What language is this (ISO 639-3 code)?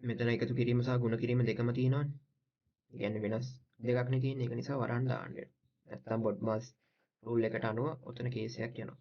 sin